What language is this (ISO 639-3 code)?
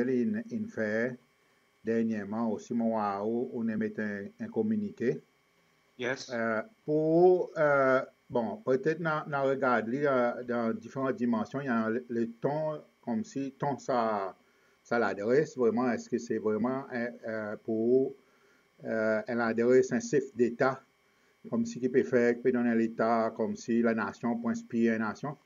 crs